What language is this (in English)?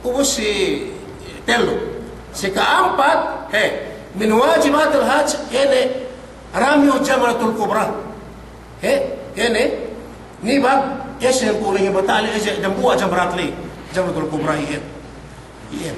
Yakan